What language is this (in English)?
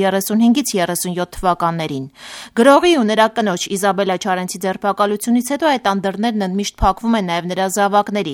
Armenian